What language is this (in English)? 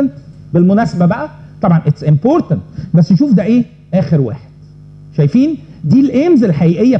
Egyptian Arabic